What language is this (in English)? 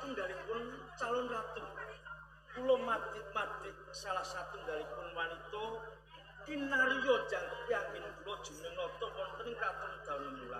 Javanese